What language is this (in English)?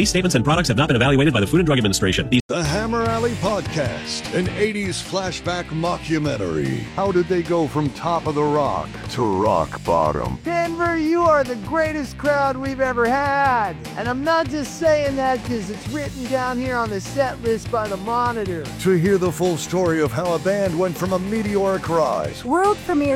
English